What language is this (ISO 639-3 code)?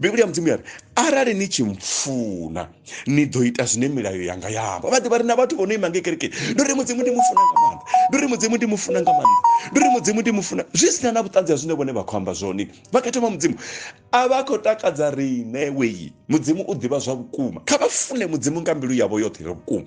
ven